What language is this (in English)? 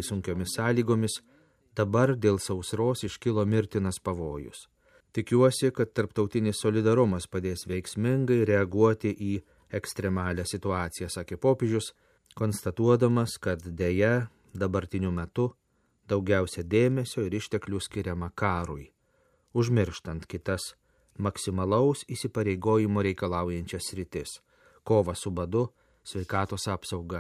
Lithuanian